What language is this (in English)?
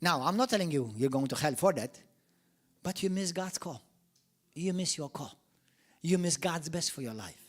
English